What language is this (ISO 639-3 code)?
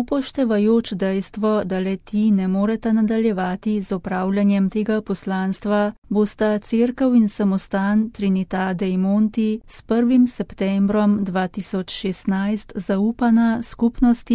slv